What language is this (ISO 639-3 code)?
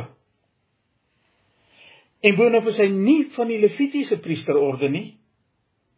afr